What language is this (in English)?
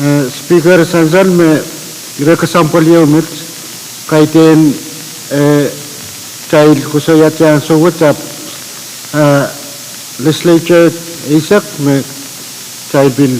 Pohnpeian